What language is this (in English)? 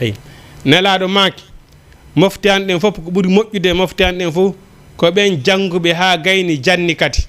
Fula